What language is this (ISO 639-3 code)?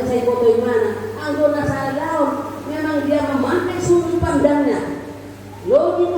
bbc